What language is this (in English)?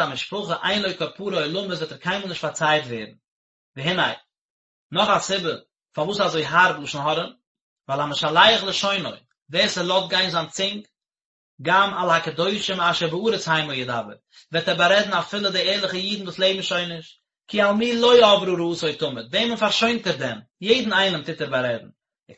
Yiddish